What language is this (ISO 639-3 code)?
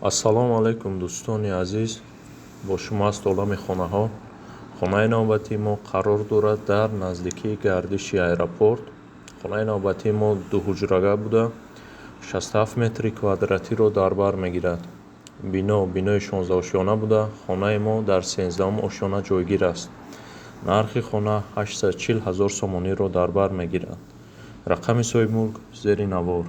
tgk